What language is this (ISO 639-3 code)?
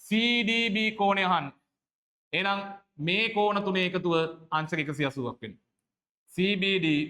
sin